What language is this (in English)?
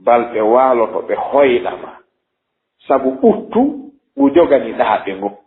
Fula